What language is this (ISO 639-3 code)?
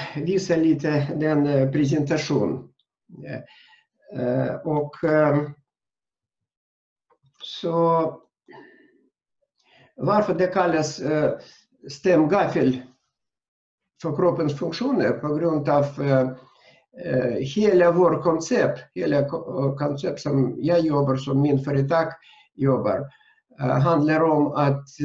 swe